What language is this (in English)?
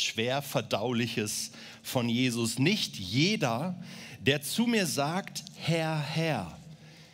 Swiss German